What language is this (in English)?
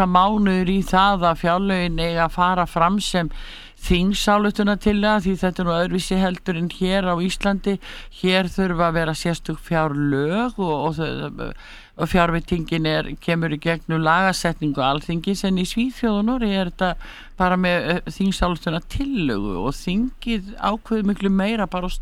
Icelandic